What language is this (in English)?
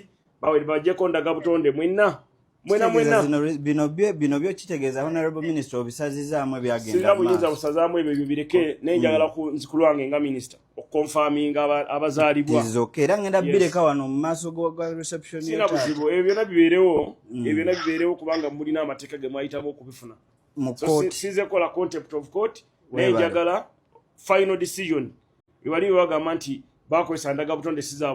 Ganda